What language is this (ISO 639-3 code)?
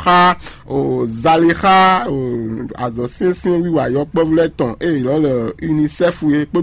fon